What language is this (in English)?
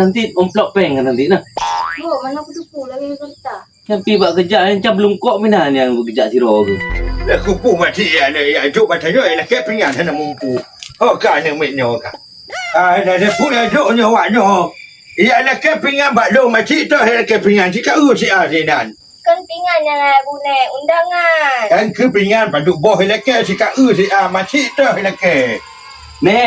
Achinese